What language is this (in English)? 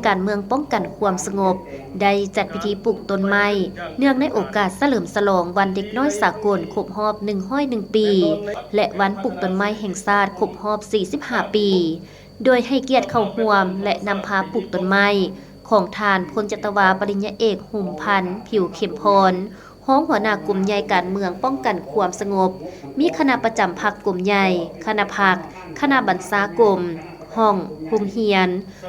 Lao